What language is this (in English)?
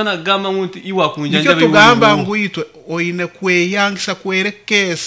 Nyoro